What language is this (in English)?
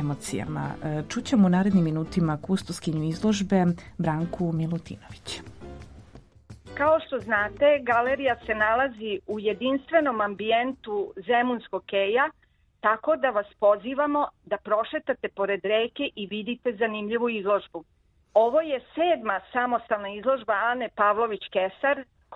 Serbian